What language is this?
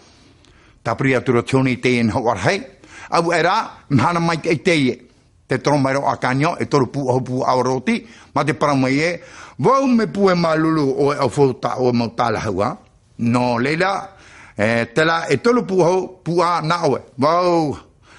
Tahitian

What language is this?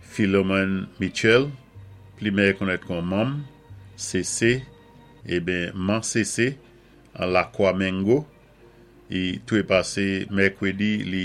Saint Lucian Creole French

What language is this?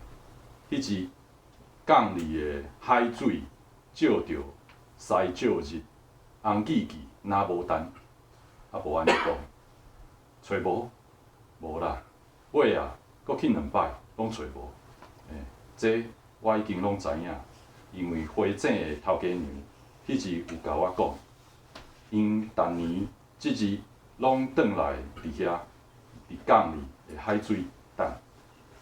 Min Nan Chinese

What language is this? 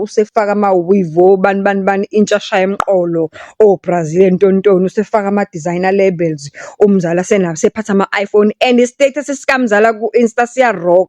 Zulu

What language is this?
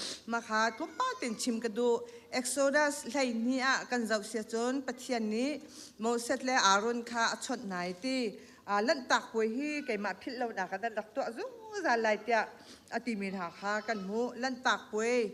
Hakha Chin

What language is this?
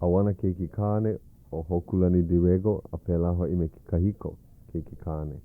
Hawaiian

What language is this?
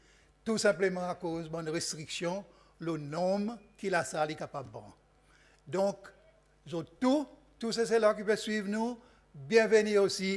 Seselwa Creole French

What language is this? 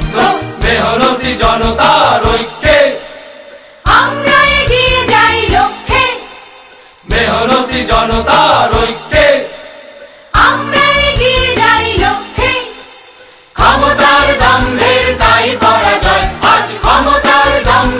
Bangla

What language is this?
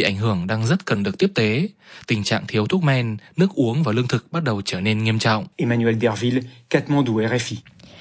Vietnamese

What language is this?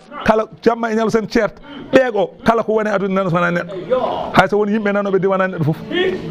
Fula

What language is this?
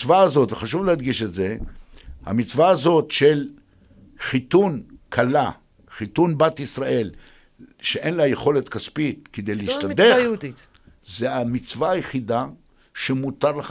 Hebrew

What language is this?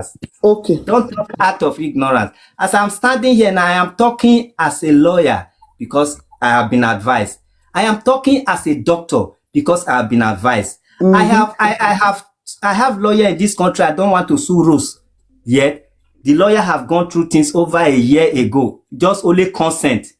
Nigerian Pidgin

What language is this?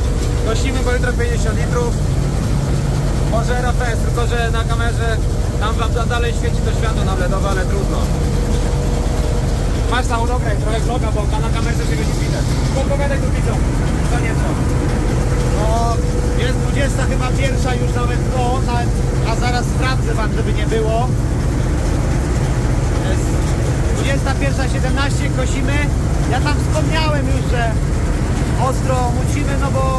Polish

